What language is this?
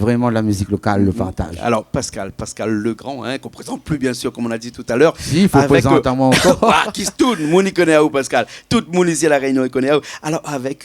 Réunion Creole French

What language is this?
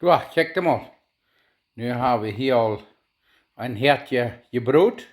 Plautdietsch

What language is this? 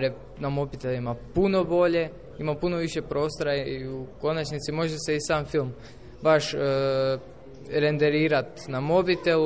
Croatian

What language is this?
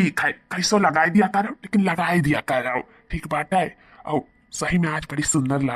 Awadhi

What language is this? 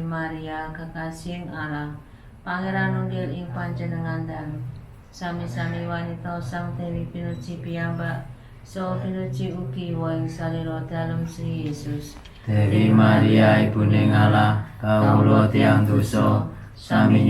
Javanese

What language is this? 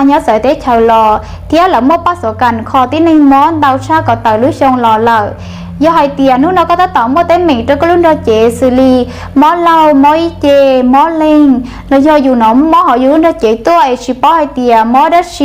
Hmong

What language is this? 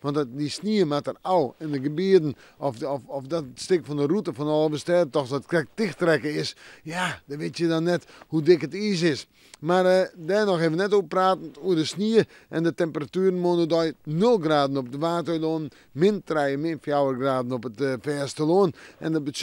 Western Frisian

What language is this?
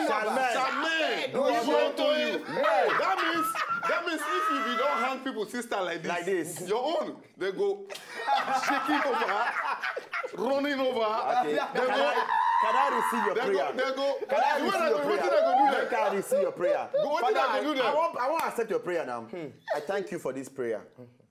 Nigerian Pidgin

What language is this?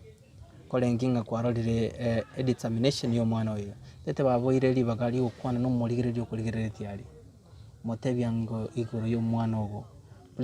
Gusii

